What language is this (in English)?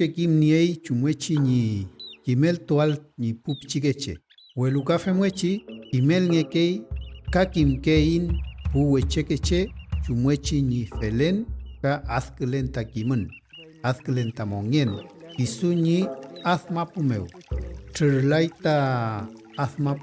Mapuche